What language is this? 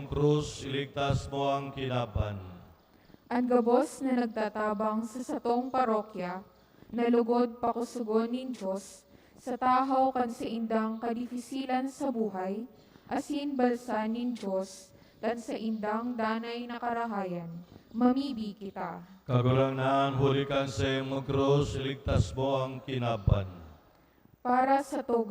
Bikol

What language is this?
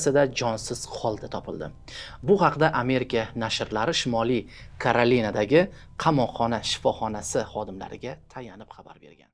Uzbek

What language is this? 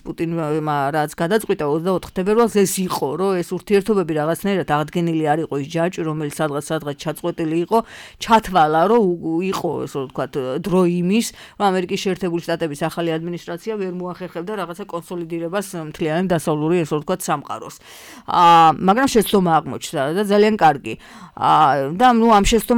Georgian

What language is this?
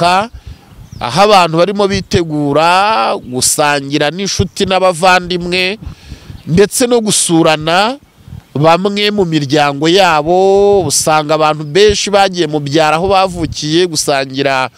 Kinyarwanda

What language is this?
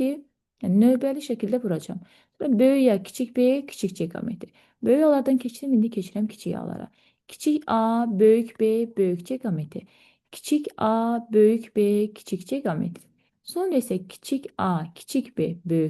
Azerbaijani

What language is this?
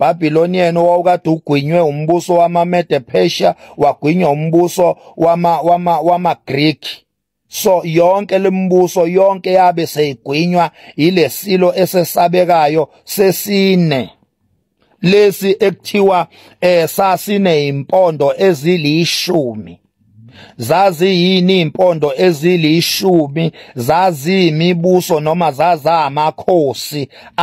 Zulu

